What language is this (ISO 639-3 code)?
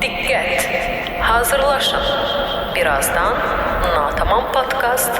aze